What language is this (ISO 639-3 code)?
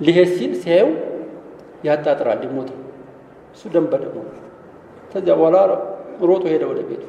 amh